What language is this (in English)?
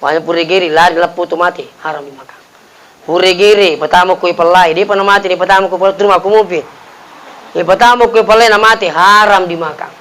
Buginese